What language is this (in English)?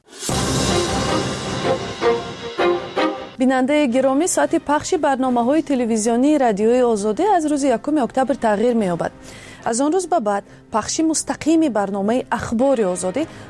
Persian